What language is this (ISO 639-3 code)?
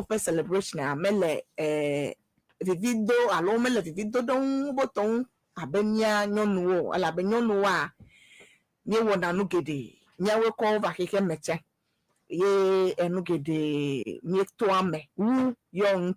ewe